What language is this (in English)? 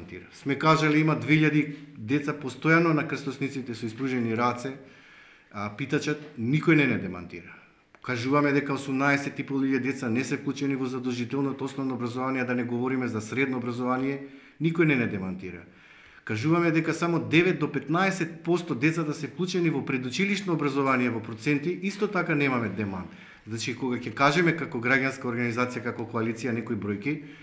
Macedonian